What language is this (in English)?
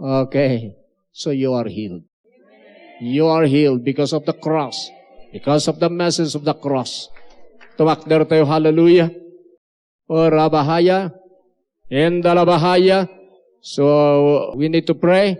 Iloko